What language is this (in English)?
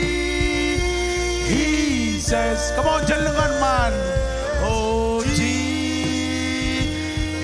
Marshallese